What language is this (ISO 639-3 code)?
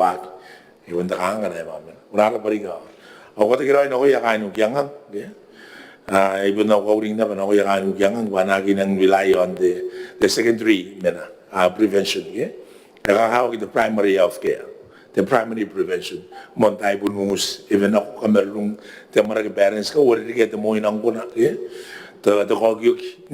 gil